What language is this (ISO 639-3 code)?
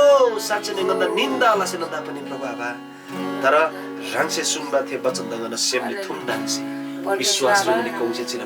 taj